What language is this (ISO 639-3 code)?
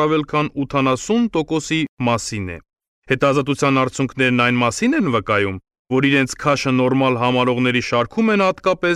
hye